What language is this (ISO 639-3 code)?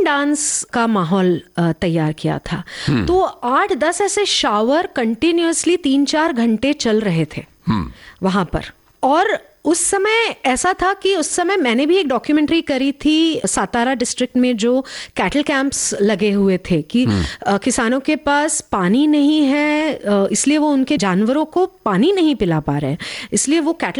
hin